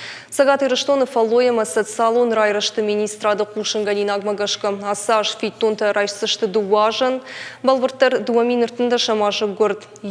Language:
Ossetic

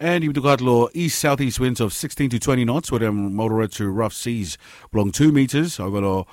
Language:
Bislama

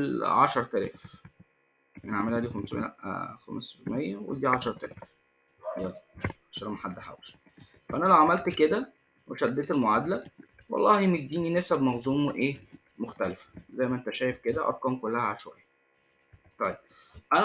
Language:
Egyptian Arabic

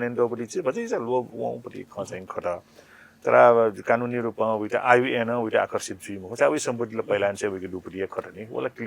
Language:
Newari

